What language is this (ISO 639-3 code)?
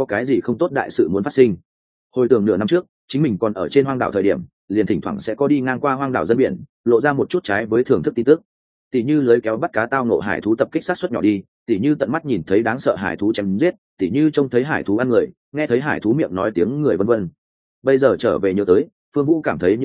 vie